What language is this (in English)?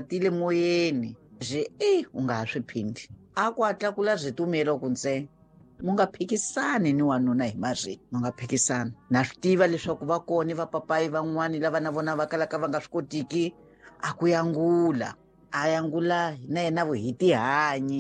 Tsonga